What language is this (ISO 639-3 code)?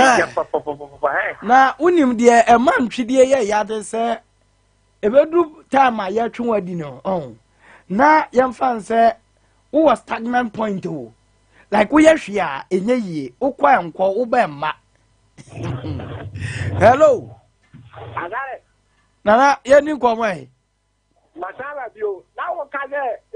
aka